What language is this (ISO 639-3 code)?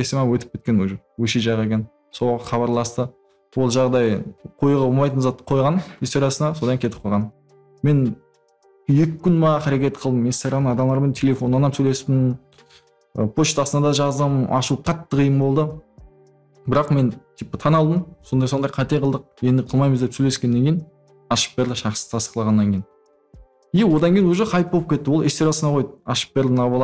kaa